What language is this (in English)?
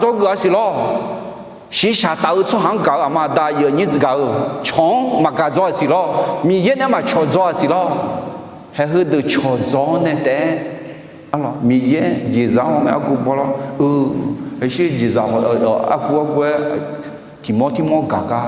Akha